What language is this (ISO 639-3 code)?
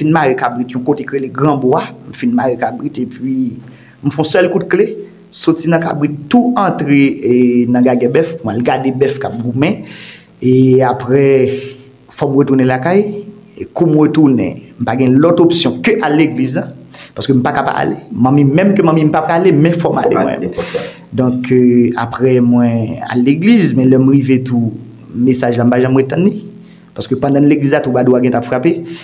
hat